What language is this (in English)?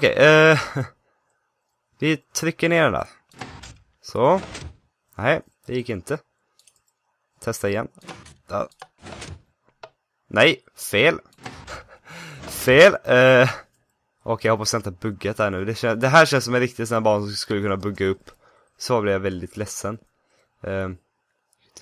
Swedish